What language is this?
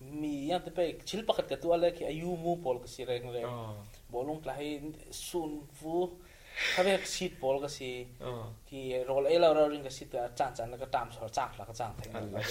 Falam Chin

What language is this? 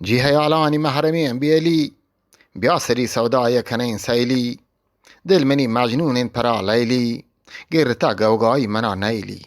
Eastern Balochi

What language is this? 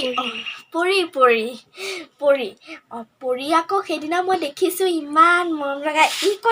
Assamese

